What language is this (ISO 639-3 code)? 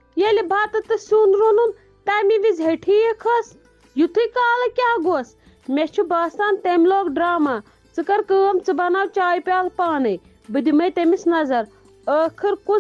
kas